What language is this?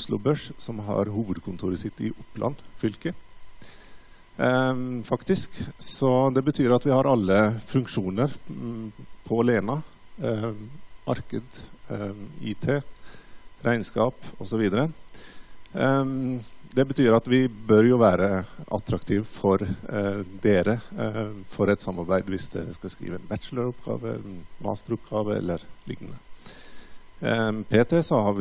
Norwegian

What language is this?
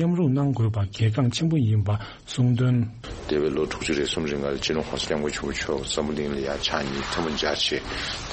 Tibetan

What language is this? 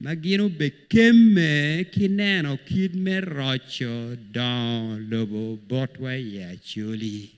Acoli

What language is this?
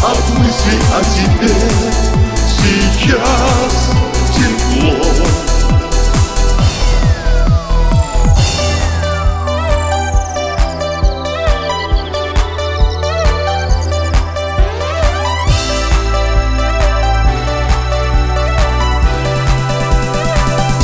Russian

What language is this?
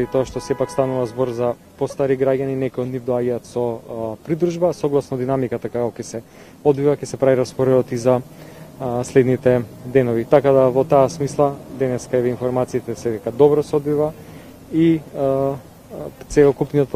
Macedonian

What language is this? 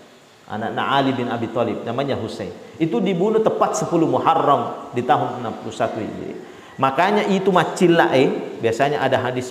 Buginese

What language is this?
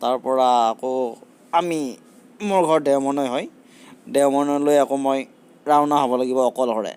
Assamese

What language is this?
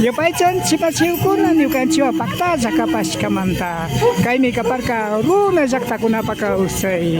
Imbabura Highland Quichua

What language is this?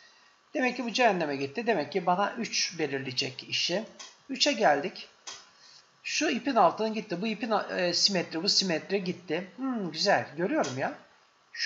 Turkish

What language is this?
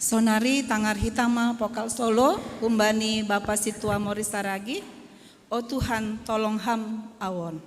Batak Simalungun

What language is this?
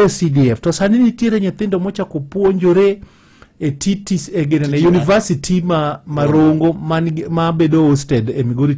Luo (Kenya and Tanzania)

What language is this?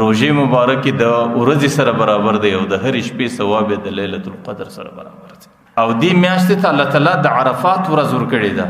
Pashto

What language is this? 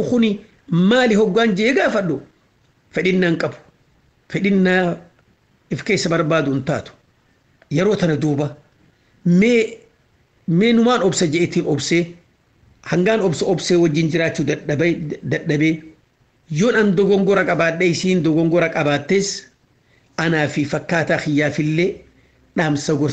Oromo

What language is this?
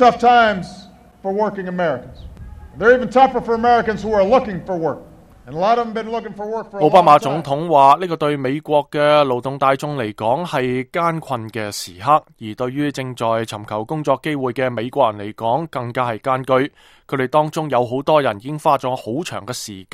Cantonese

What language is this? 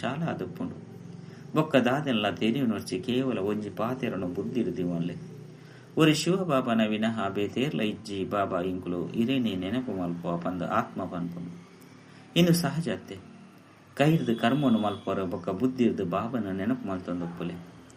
Tulu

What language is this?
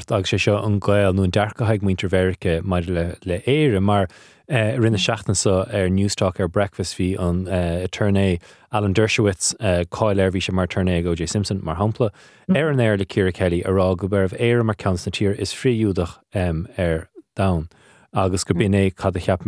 Irish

